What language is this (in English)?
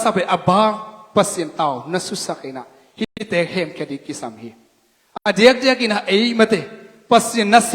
Tedim Chin